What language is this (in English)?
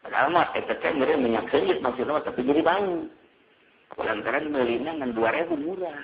Sundanese